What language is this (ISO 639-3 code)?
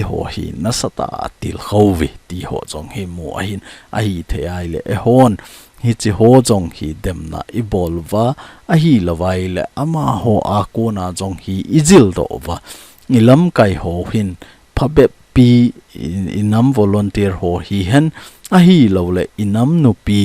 tcz